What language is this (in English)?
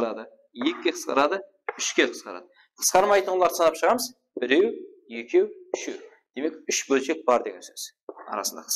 Kara-Kalpak